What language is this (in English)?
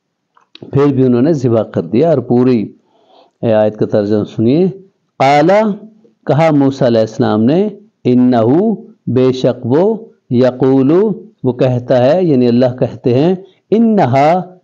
Urdu